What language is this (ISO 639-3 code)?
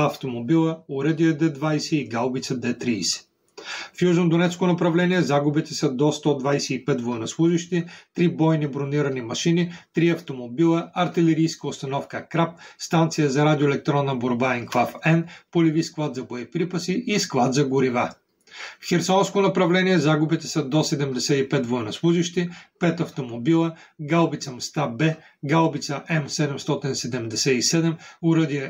bul